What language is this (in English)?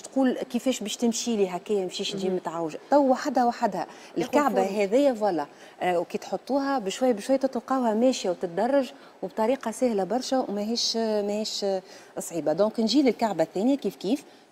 Tunisian Arabic